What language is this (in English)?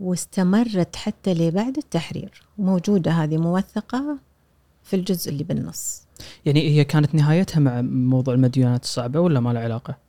Gulf Arabic